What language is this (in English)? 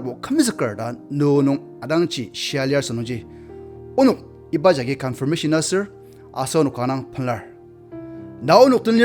Ao Naga